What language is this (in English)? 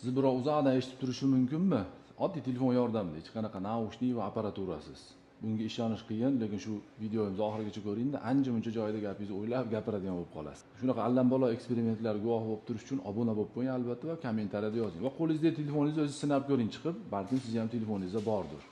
Uzbek